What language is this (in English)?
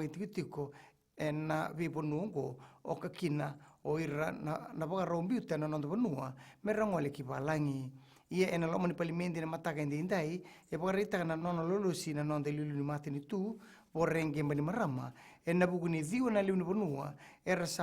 Fijian